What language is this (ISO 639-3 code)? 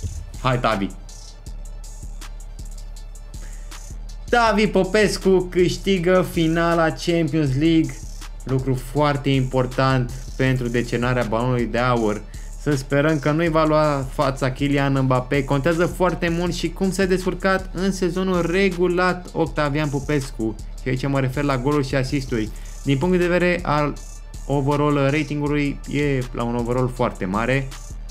ron